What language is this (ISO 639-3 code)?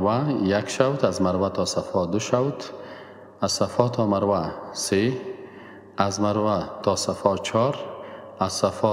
fas